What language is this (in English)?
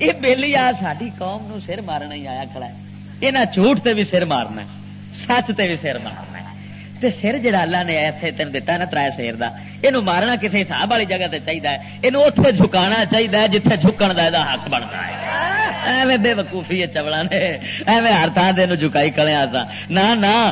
Western Panjabi